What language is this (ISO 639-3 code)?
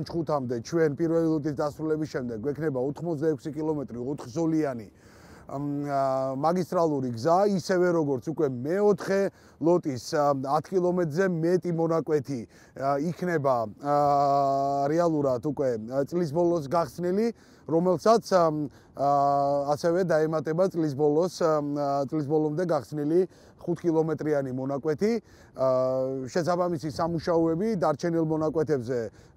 kat